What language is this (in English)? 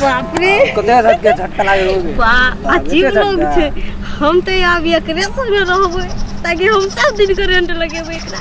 Maithili